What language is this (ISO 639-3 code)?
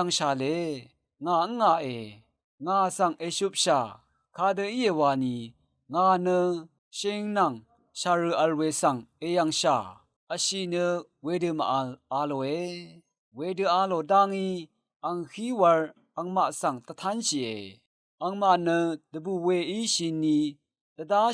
raw